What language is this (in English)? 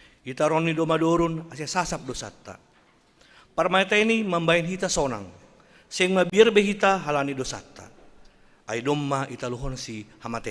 Batak Simalungun